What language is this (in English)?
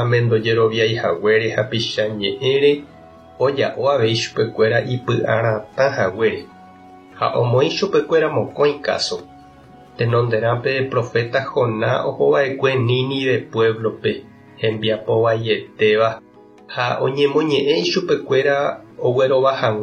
Guarani